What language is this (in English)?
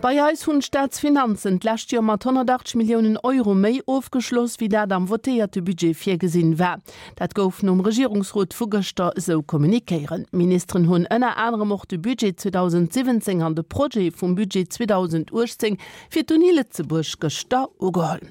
Luxembourgish